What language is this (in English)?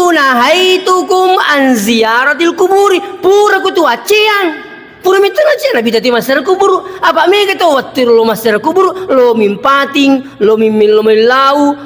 Buginese